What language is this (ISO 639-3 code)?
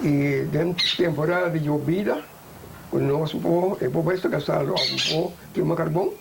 pap